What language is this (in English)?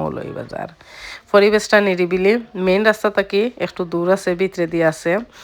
Sylheti